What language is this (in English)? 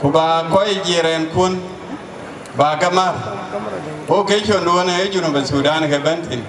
Dinka